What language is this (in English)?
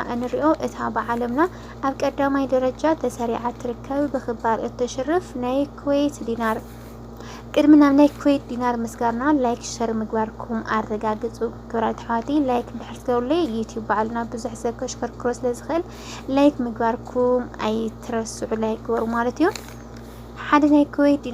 Tigrinya